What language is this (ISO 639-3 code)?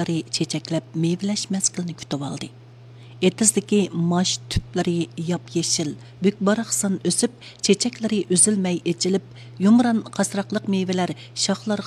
uig